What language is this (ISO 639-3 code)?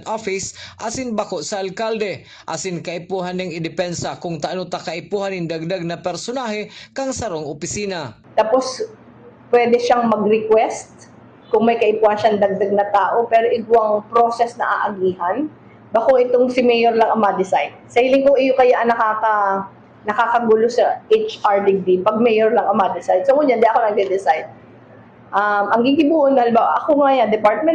bik